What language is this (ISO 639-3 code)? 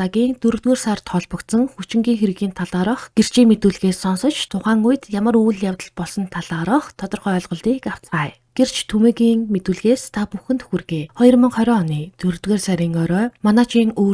mon